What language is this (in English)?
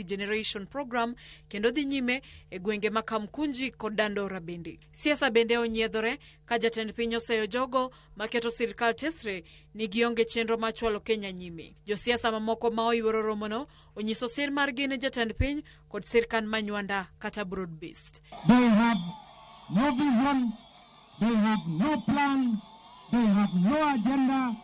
Luo (Kenya and Tanzania)